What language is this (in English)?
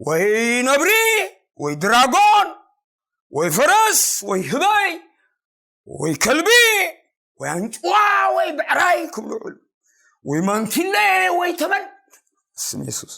Tigrinya